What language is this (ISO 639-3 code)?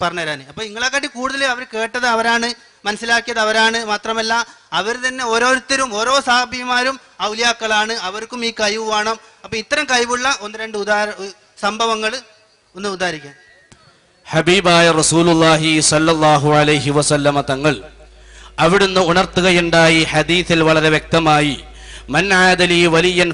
mal